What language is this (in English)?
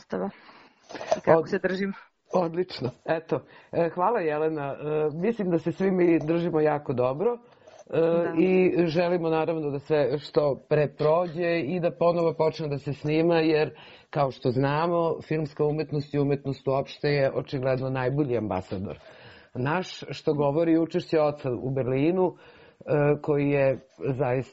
Serbian